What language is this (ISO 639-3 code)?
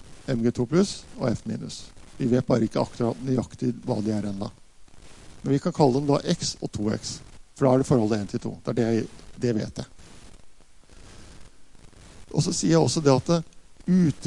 nor